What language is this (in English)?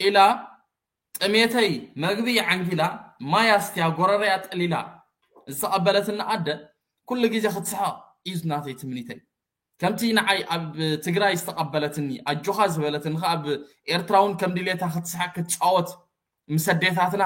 Tigrinya